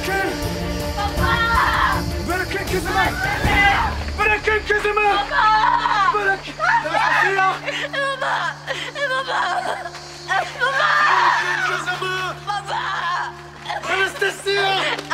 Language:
Turkish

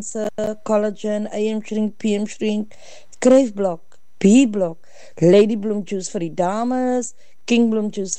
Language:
Afrikaans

